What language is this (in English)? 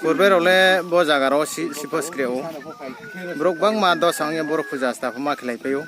Riang (India)